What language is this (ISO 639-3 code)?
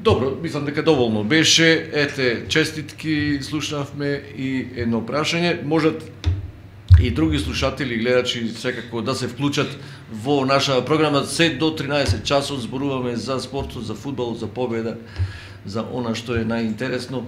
mkd